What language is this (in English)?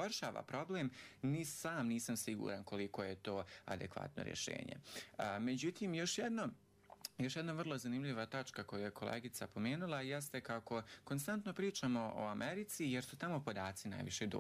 Bosnian